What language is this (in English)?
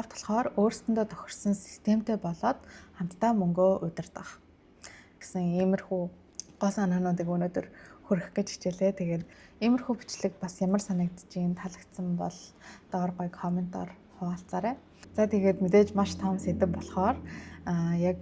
Mongolian